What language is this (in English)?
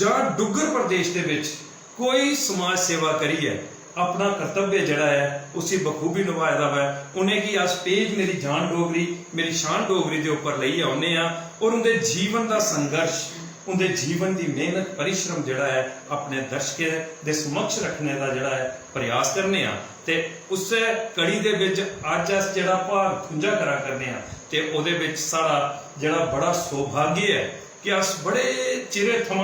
Dogri